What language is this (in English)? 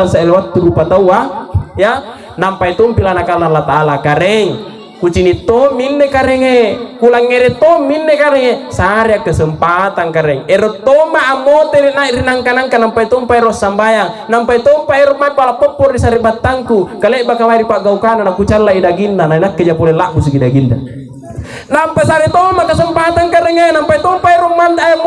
Makasar